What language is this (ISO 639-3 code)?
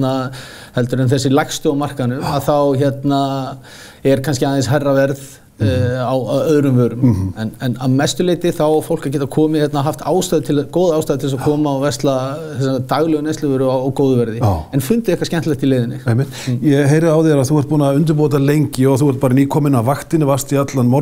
isl